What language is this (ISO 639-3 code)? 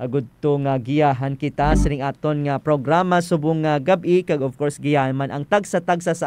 hil